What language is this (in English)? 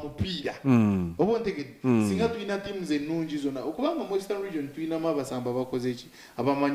Nyankole